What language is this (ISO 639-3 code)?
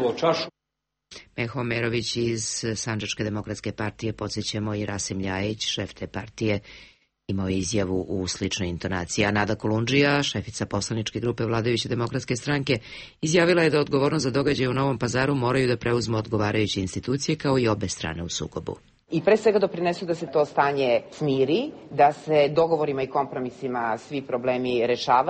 srp